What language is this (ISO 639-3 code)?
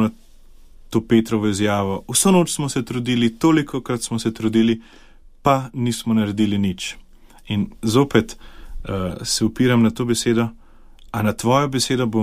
slv